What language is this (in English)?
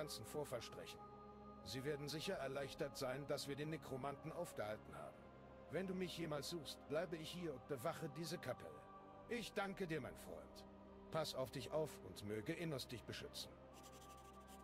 German